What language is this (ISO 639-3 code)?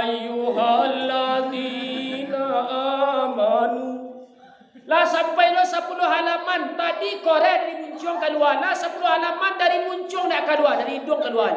min